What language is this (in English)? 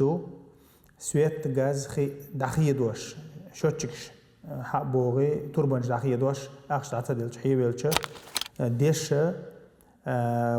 Chechen